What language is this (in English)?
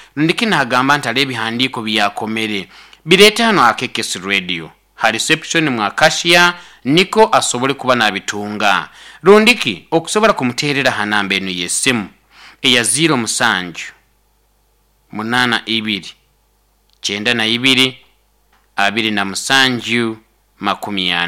Nyoro